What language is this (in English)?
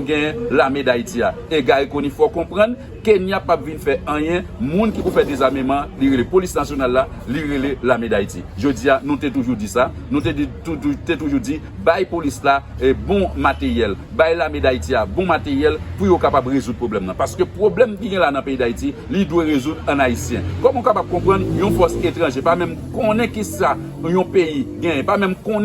Haitian Creole